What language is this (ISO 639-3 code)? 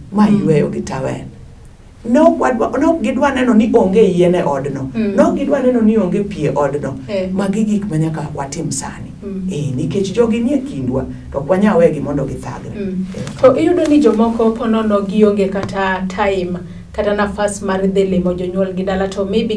luo